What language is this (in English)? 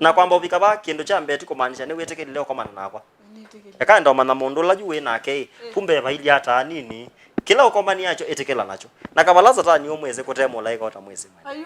Kamba